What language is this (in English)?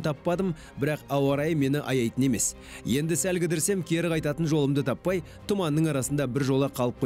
Kazakh